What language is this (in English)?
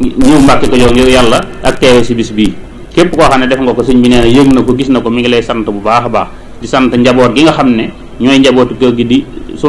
Wolof